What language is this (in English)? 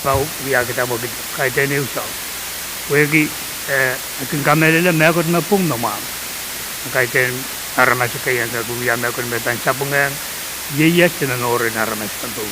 Pohnpeian